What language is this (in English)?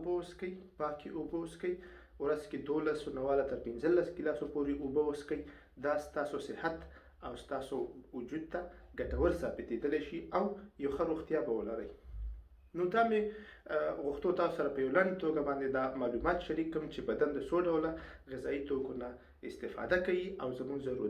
Pashto